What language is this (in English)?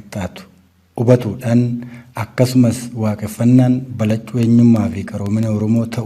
Oromo